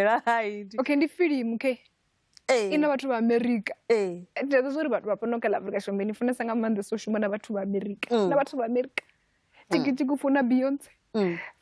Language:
Venda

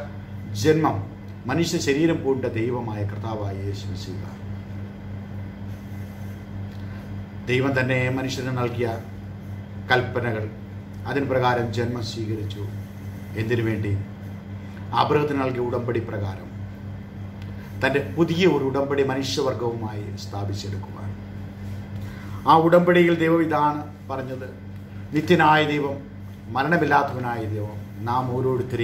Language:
Malayalam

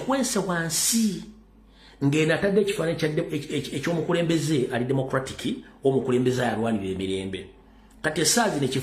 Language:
Ganda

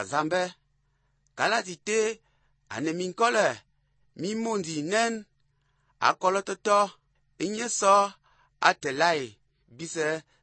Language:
Albanian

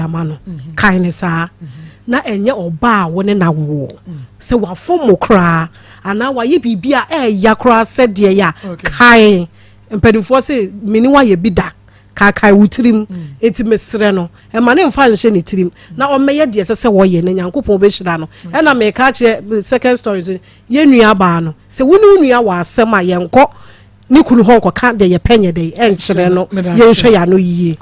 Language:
Akan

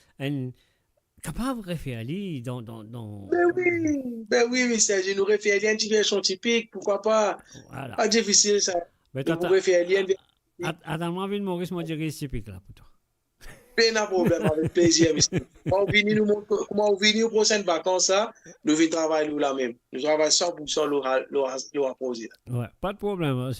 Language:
Morisyen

